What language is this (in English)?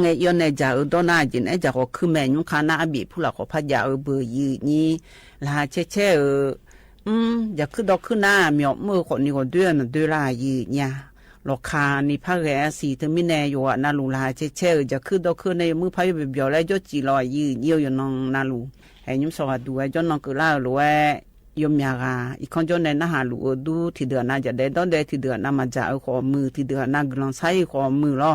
Akha